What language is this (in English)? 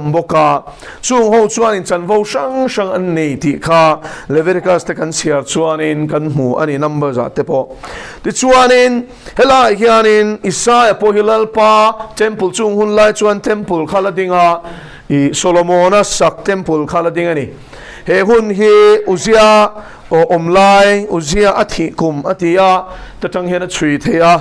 Mizo